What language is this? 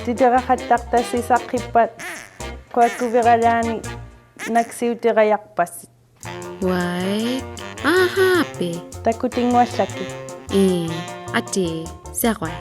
Inuktitut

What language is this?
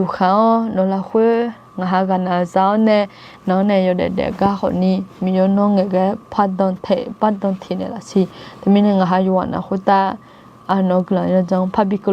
Akha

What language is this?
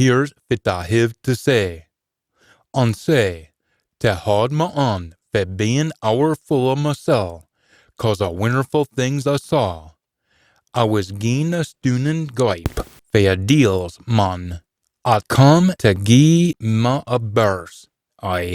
Scots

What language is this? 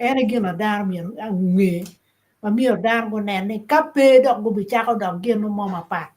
Acoli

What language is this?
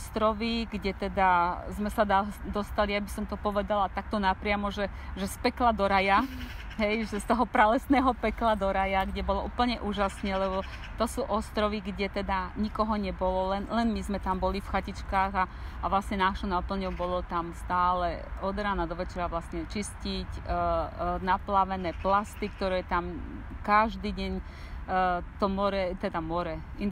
Slovak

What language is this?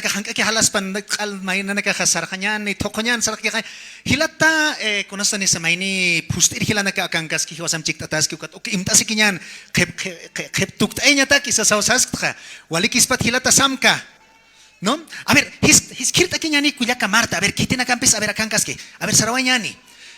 Aymara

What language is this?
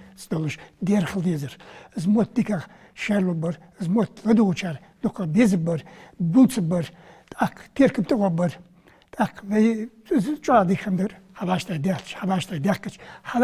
Ingush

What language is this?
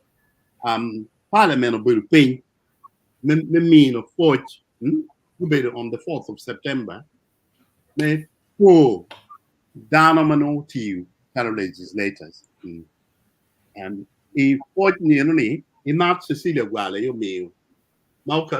Acoli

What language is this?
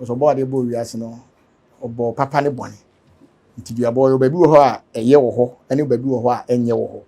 Akan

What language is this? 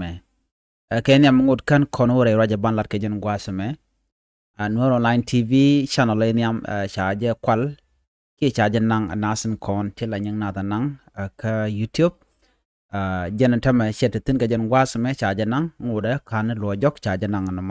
Nuer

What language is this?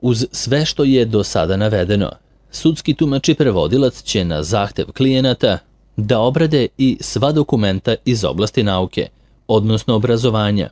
Serbian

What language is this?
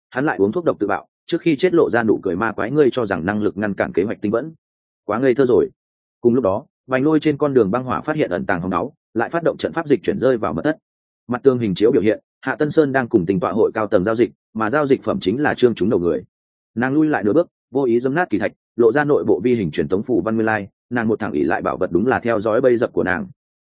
Vietnamese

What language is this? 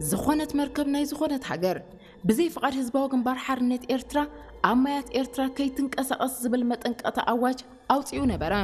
Tigrinya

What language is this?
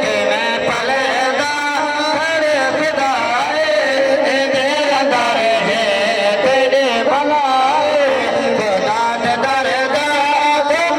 Saraiki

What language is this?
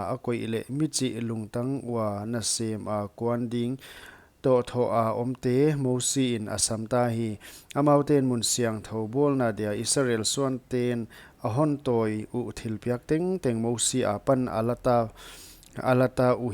Paite Chin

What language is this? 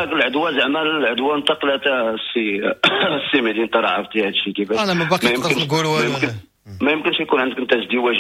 Moroccan Arabic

